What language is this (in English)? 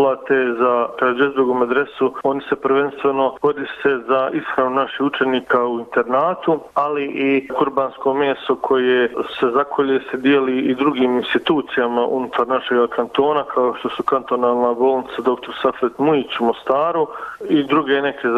Bosnian